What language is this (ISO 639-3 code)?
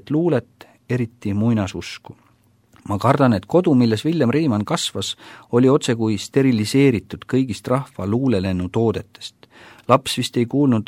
est